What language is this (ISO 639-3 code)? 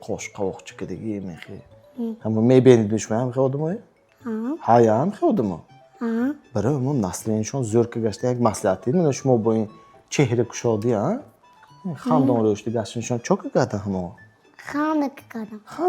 tgk